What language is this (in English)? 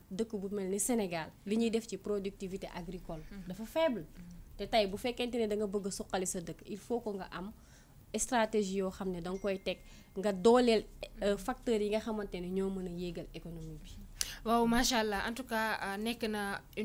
Wolof